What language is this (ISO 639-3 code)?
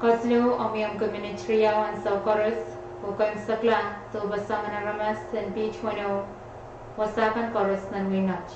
pon